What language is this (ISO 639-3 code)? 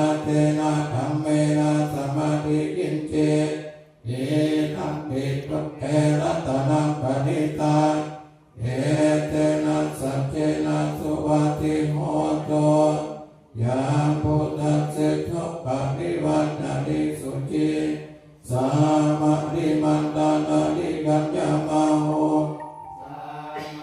pli